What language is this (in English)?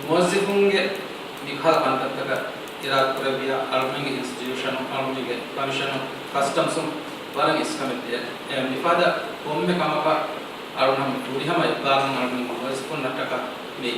Divehi